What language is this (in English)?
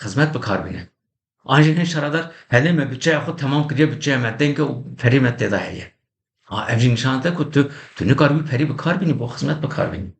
Kurdish